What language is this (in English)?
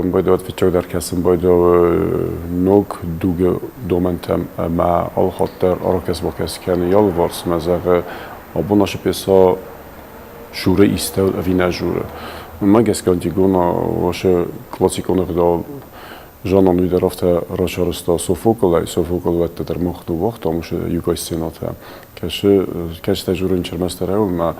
Ossetic